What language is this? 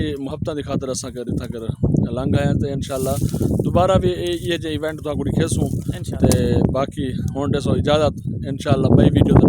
Saraiki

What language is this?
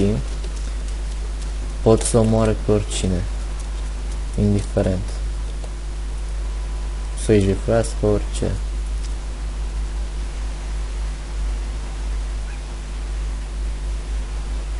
Romanian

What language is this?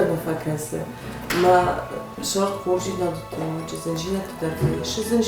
Ossetic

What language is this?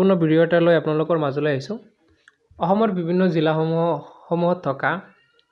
Assamese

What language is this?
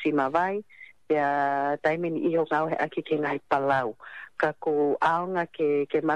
Tongan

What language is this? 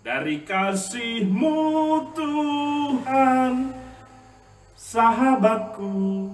Nias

